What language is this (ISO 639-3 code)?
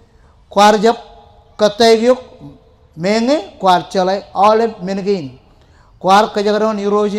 mah